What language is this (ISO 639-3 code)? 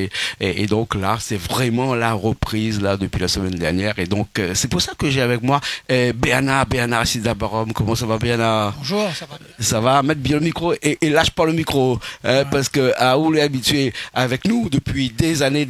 rcf